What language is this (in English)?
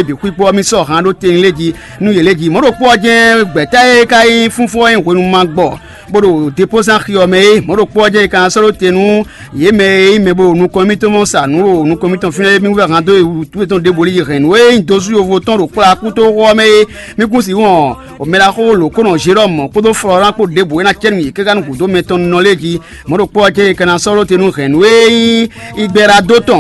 Fon